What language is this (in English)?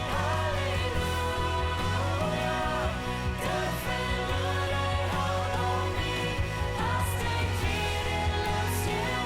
Plautdietsch